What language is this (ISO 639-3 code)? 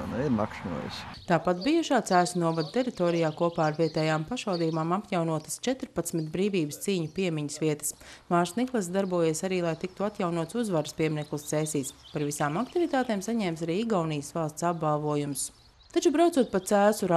lav